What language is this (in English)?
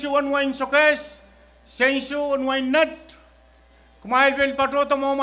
Pohnpeian